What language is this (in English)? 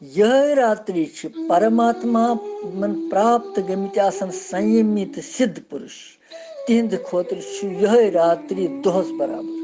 Kashmiri